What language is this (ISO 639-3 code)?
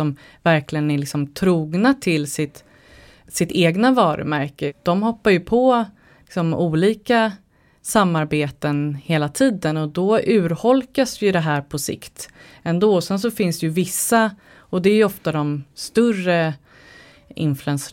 swe